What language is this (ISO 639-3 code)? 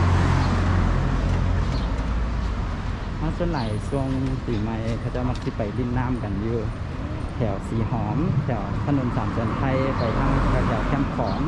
lao